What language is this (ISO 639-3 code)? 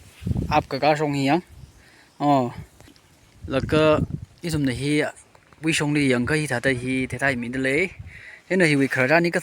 nmf